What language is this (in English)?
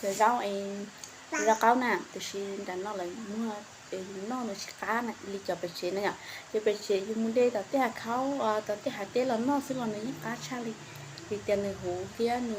Hmong